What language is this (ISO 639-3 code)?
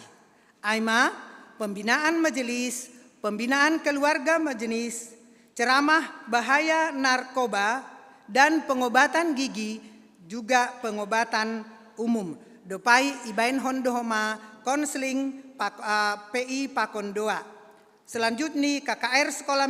bts